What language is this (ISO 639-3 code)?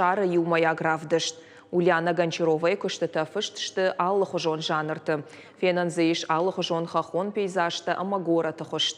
oss